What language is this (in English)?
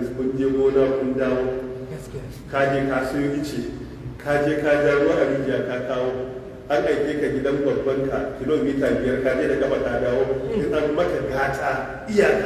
Hausa